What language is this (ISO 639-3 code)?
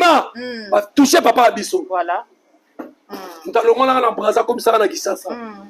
lin